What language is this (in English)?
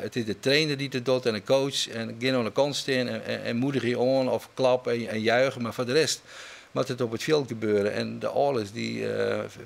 Western Frisian